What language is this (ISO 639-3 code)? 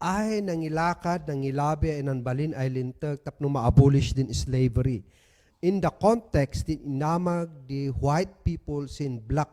kne